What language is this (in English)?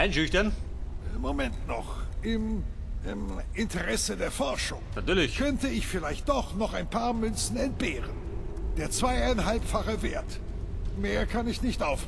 Bavarian